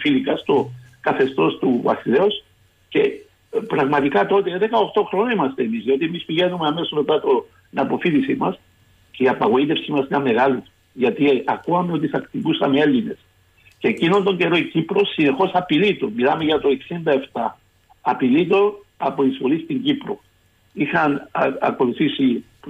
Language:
Greek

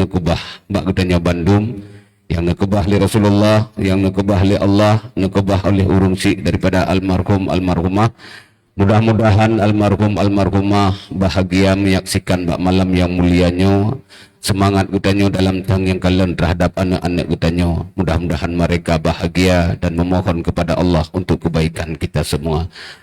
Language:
Achinese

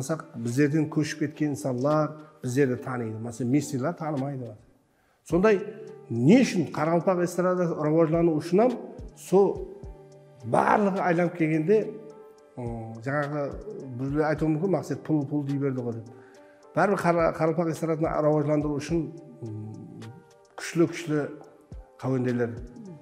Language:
Kara-Kalpak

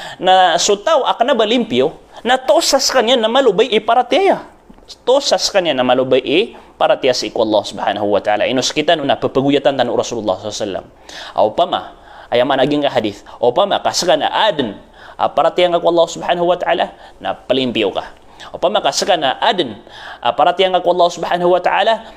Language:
Maranao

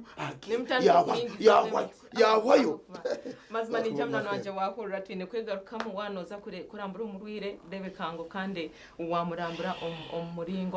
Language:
Nyankole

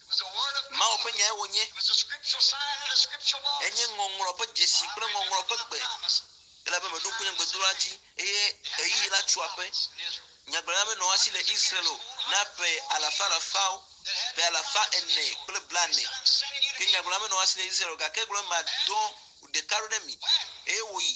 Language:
Ewe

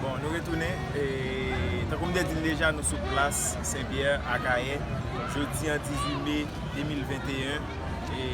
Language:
Haitian Creole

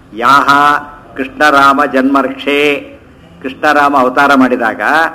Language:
Kannada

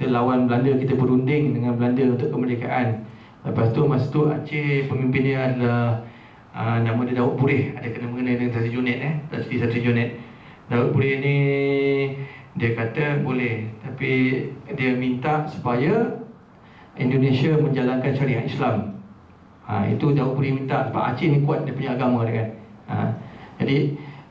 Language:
Malay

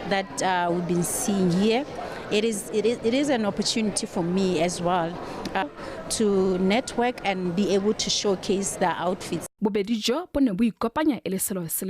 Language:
Tswana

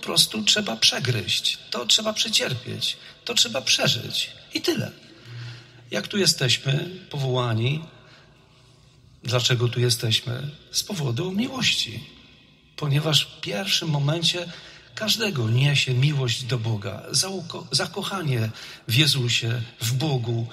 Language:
Polish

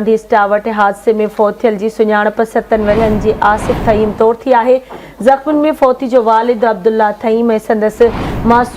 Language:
Sindhi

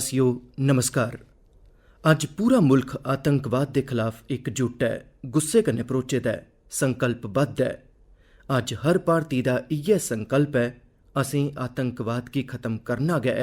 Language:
Dogri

